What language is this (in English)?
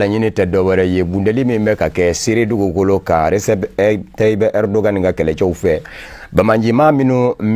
Bambara